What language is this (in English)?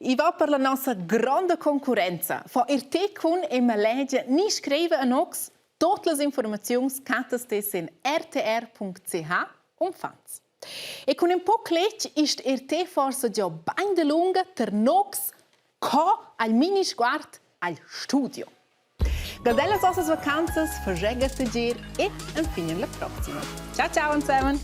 Romansh